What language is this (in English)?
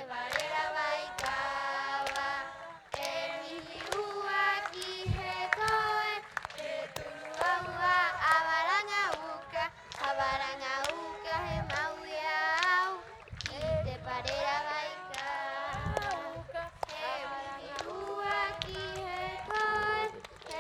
Rapanui